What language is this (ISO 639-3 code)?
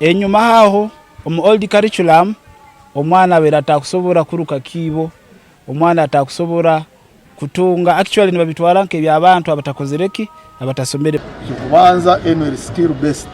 nyn